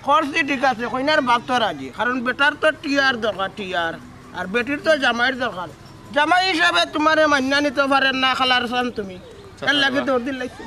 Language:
Sylheti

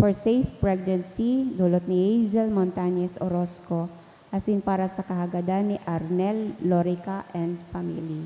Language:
Bikol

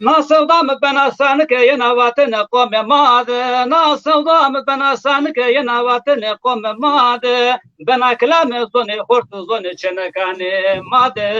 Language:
Zaza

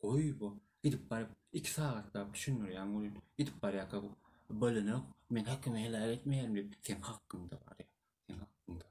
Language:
Turkmen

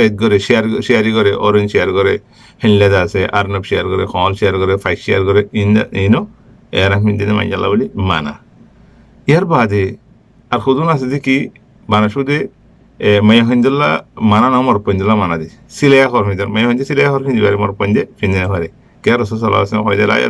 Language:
Rohingya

